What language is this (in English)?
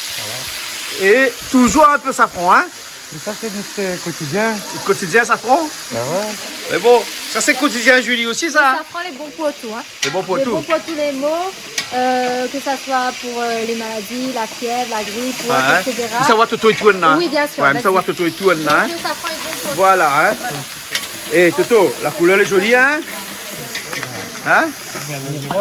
Réunion Creole French